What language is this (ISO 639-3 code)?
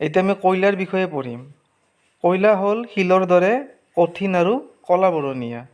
asm